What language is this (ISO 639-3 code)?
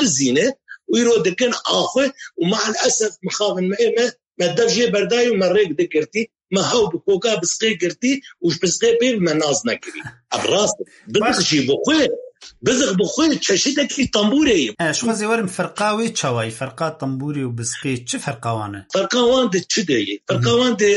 kur